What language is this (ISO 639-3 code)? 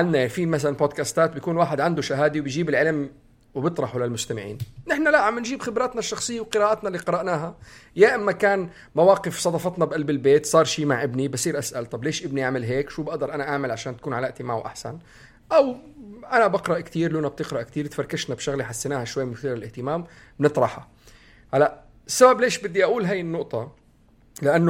apc